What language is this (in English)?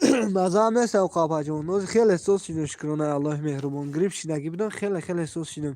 Tajik